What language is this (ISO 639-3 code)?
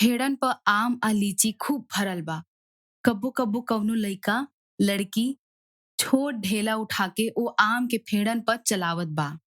bho